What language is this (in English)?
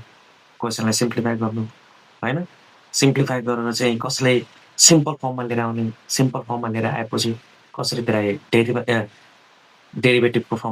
Nepali